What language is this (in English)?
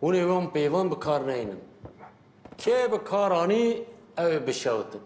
Kurdish